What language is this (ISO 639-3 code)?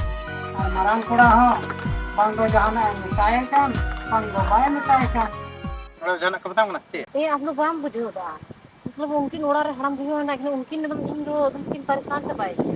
sat